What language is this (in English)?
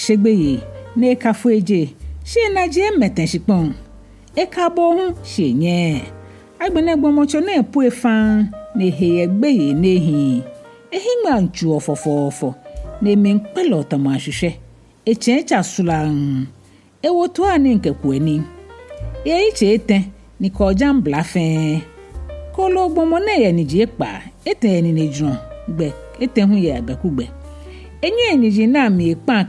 Ga